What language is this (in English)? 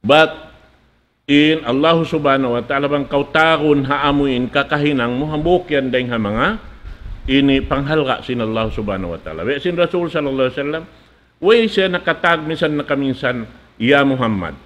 Tausug